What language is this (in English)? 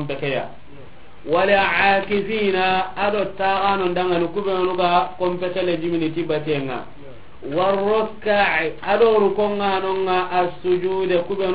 Soninke